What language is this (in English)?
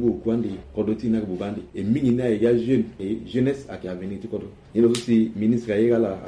Sango